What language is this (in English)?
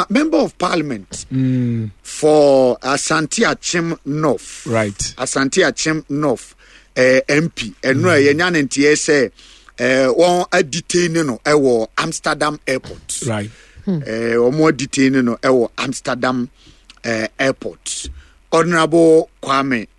Akan